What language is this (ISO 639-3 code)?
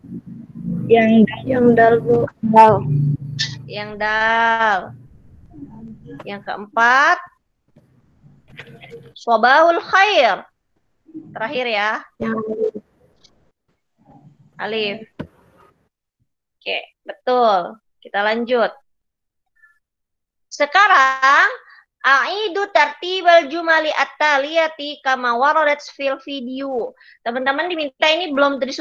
ind